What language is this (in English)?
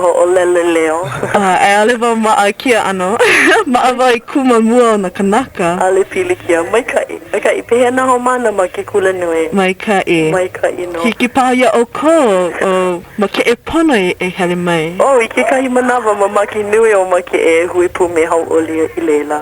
Hawaiian